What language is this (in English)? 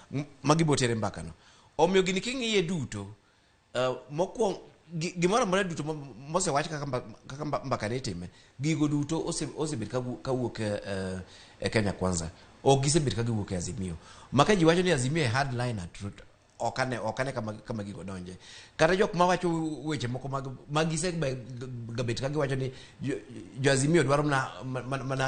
Luo (Kenya and Tanzania)